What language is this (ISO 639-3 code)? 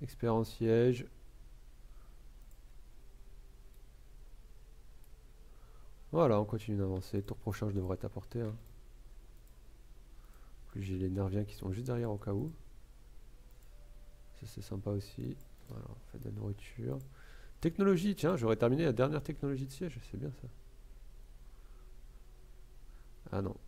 fra